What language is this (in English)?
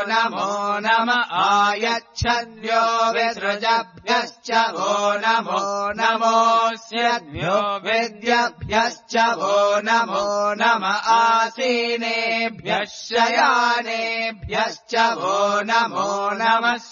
Sanskrit